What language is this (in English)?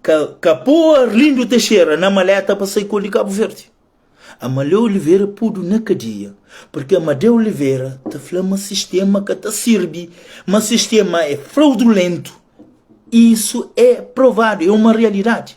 Kabuverdianu